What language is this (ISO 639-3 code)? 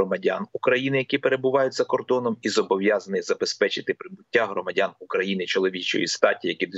ukr